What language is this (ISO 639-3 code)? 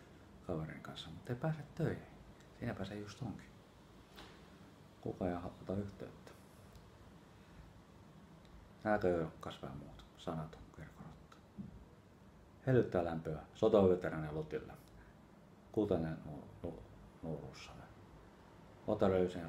fin